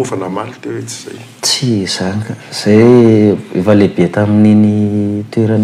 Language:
Malagasy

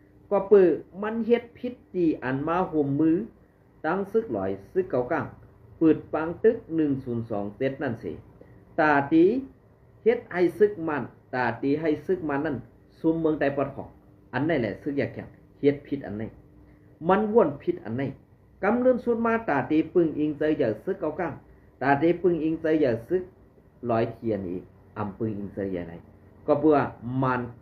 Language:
Shan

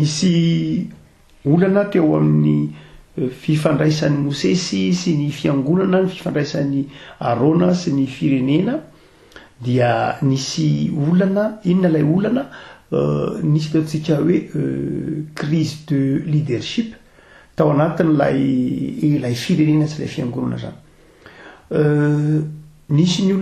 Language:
Malagasy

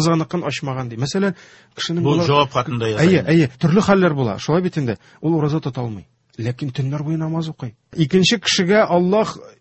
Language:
Tatar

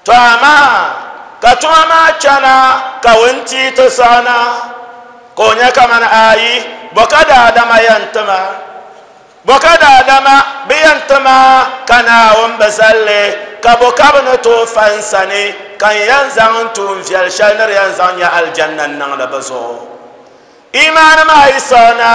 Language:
Dagbani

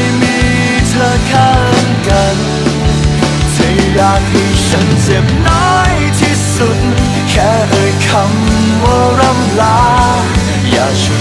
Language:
Thai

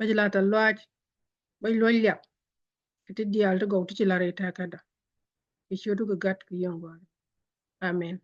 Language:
Nuer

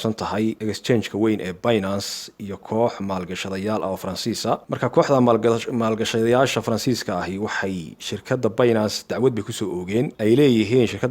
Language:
Somali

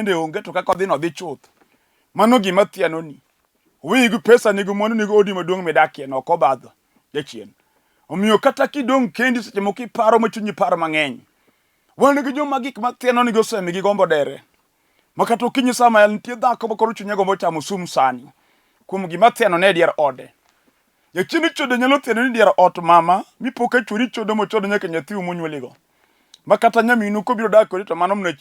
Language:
Luo (Kenya and Tanzania)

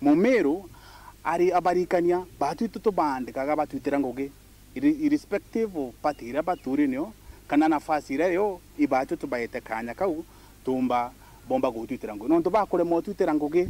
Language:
Meru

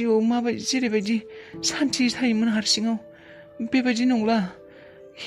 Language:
Bodo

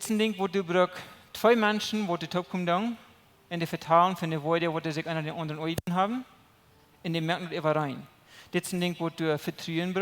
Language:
Plautdietsch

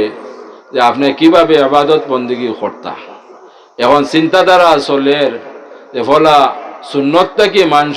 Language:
Sylheti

